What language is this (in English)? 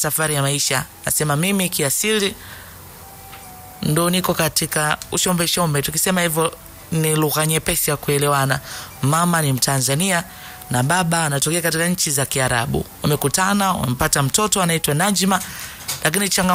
Swahili